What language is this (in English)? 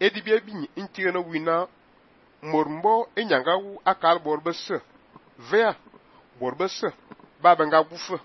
Fang